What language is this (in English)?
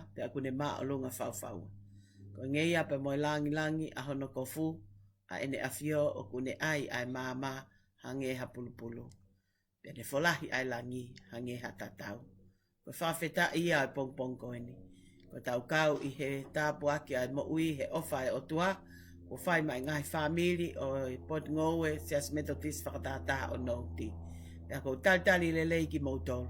Tongan